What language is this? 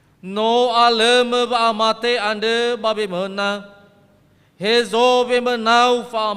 Nias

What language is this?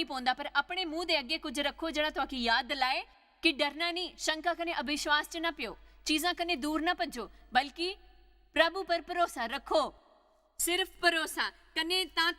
Dogri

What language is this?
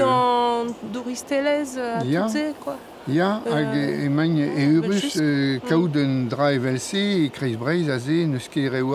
Breton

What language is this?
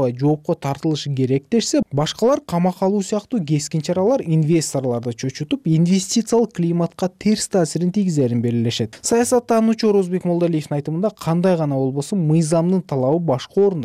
Kyrgyz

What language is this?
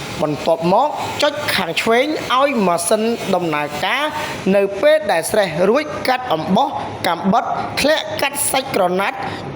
Khmer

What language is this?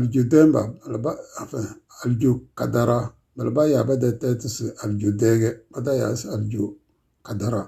Tem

